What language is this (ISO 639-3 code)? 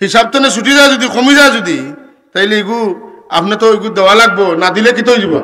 syl